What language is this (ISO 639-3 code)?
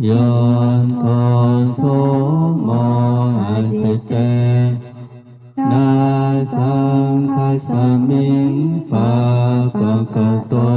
pli